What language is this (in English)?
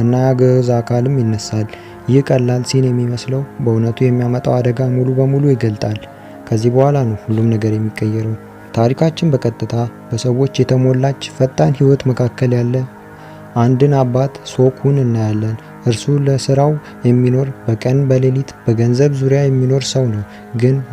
Amharic